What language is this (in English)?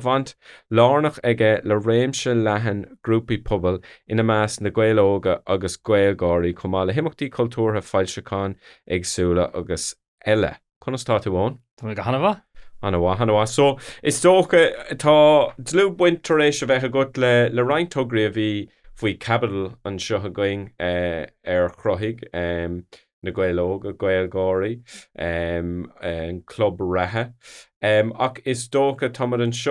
Irish